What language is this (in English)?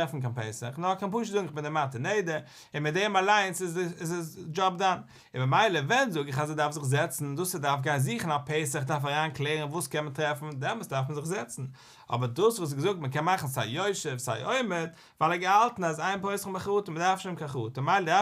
Yiddish